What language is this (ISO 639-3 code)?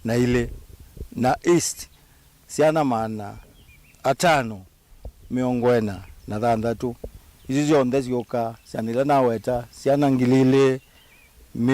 kam